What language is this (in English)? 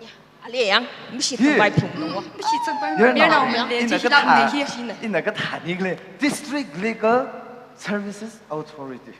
Tangkhul Naga (India)